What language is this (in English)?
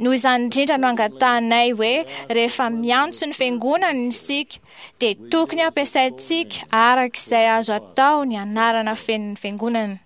Malagasy